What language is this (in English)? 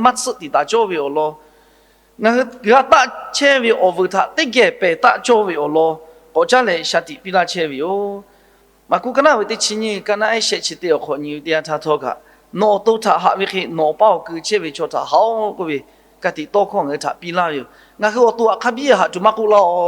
Lahu